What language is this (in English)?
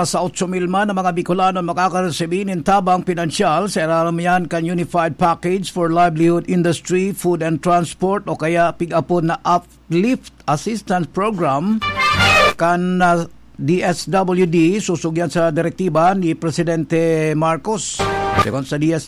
Bikol